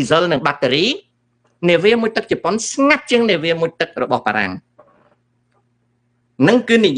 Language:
Khmer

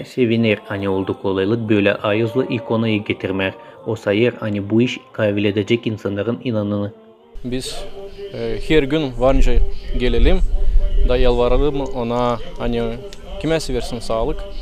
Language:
Gagauz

